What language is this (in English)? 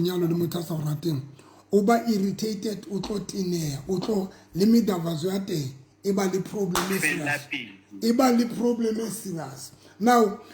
Southern Sotho